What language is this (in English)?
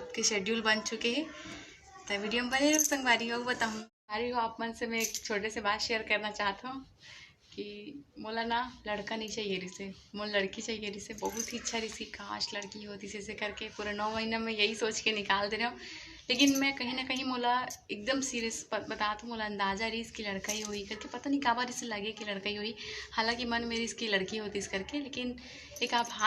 Chhattisgarhi